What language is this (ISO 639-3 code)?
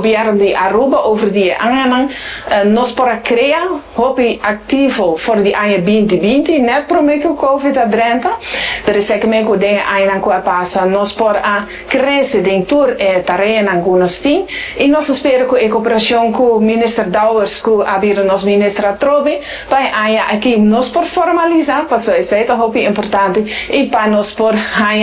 pap